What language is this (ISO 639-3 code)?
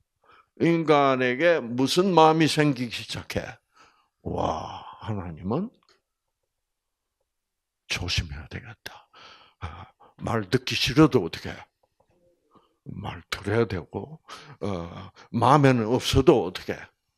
kor